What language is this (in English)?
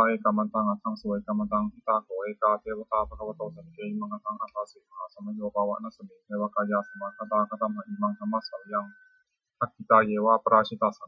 Pali